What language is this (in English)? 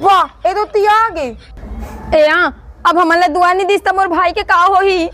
Chhattisgarhi